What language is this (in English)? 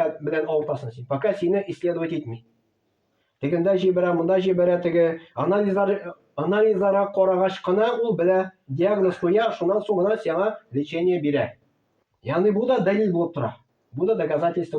Tatar